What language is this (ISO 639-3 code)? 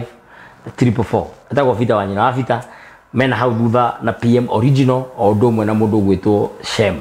kik